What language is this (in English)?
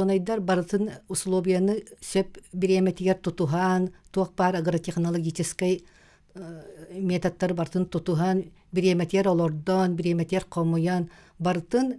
Yakut